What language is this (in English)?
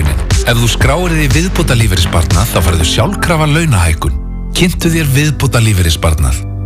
Icelandic